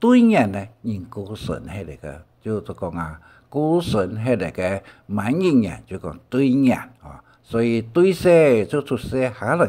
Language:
Hakka Chinese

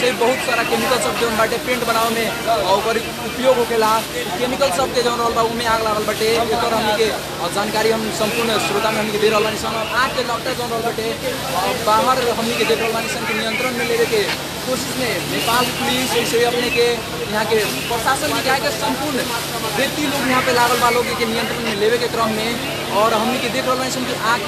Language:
Bhojpuri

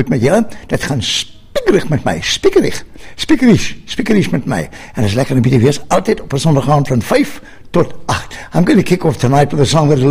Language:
Afrikaans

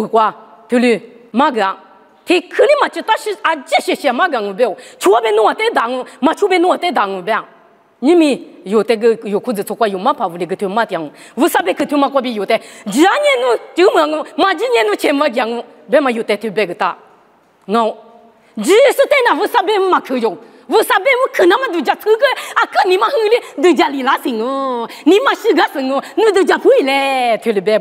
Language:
Lisu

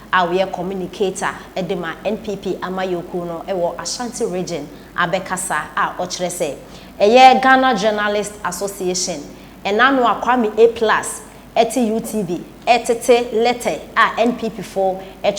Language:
Akan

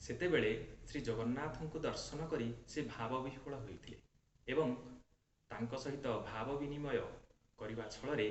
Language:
Odia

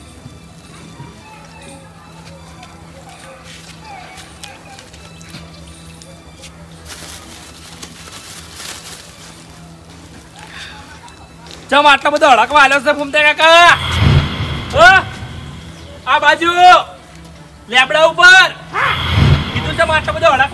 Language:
Gujarati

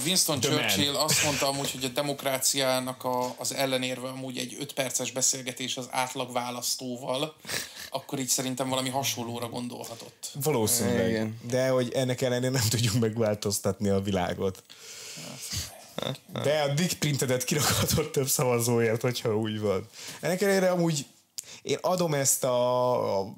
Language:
Hungarian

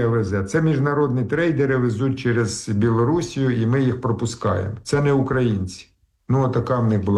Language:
Ukrainian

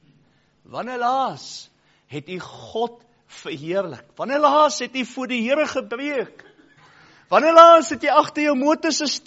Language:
Afrikaans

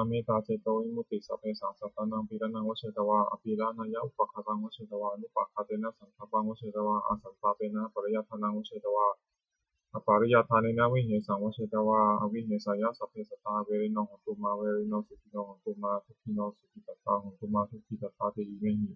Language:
Pali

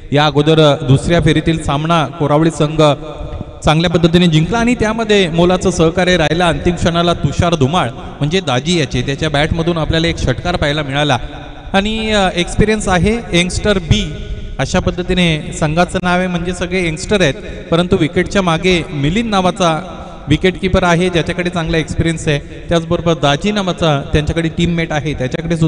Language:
Marathi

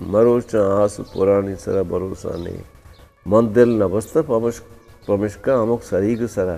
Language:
Eastern Balochi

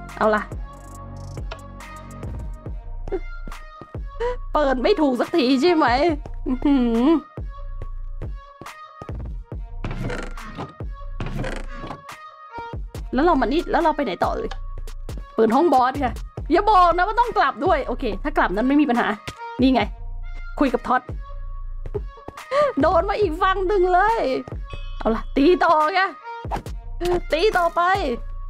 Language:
Thai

